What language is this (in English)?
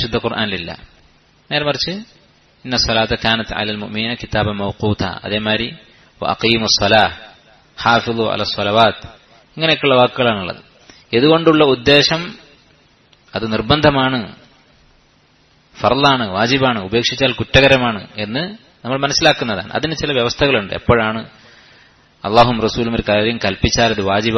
Malayalam